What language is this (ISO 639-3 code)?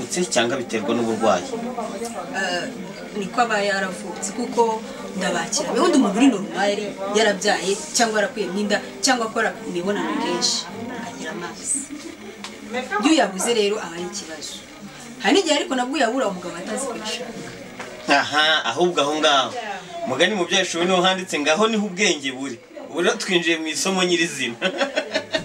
kin